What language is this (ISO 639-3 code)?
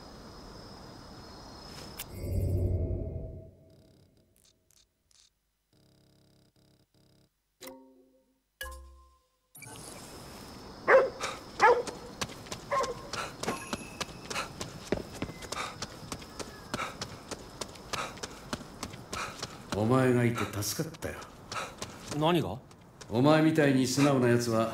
jpn